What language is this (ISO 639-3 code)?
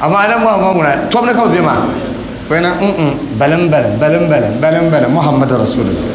dag